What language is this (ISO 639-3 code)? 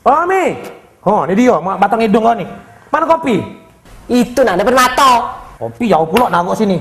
mui